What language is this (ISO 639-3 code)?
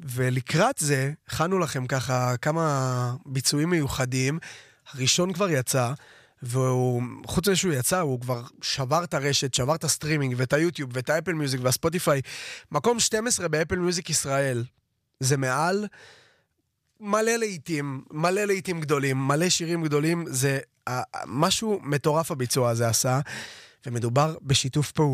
heb